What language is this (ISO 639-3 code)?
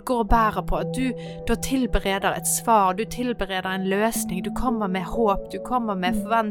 nor